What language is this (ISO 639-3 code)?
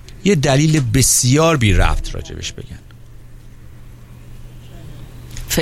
fas